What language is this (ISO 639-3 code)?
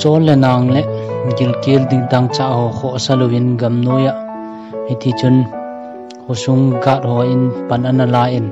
tcz